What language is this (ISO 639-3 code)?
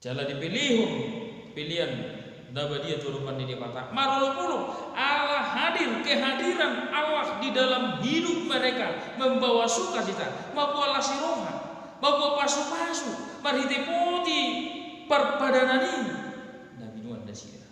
bbc